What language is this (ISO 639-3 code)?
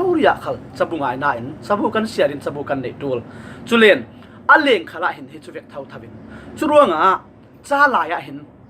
cfm